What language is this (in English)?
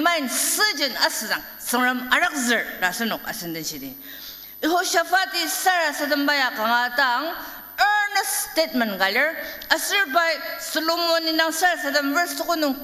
Ao Naga